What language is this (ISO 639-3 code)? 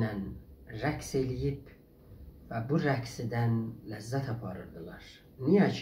azb